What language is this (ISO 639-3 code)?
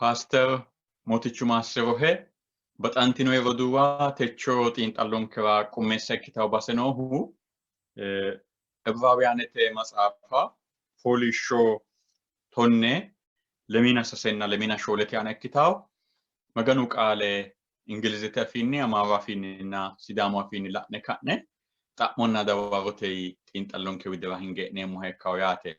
sid